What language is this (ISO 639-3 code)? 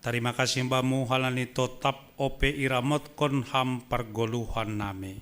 bts